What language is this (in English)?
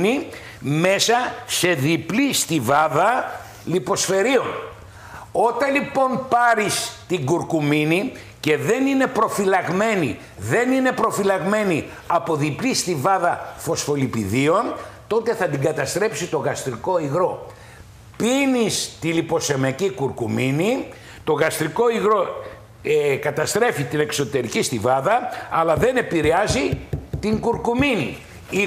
Greek